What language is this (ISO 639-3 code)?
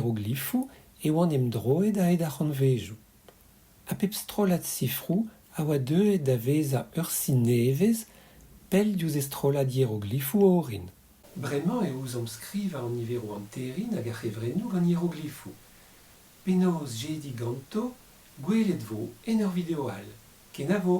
bre